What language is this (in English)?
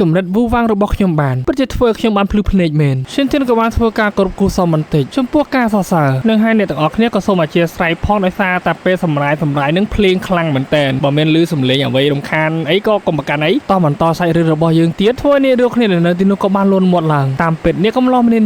Khmer